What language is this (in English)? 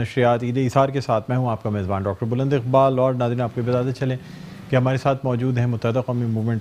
Urdu